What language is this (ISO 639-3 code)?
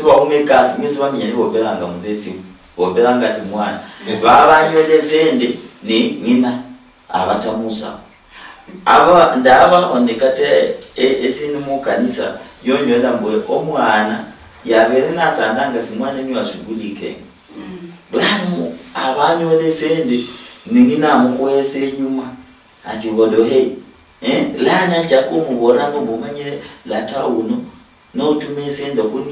luy